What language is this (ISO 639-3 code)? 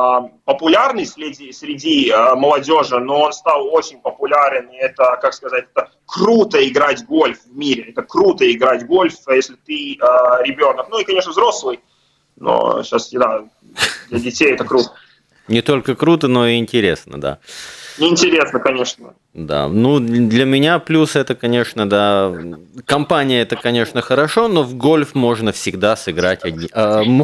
rus